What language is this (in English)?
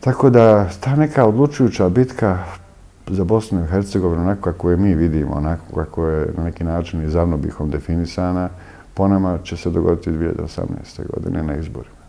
Bosnian